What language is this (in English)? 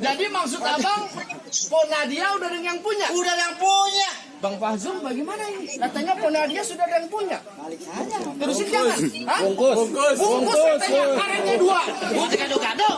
Betawi